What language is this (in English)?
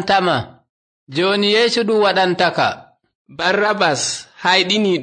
Nigerian Fulfulde